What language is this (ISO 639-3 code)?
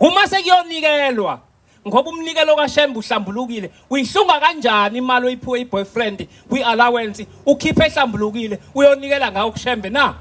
zul